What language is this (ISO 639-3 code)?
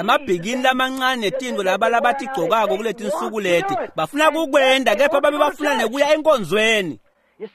ssw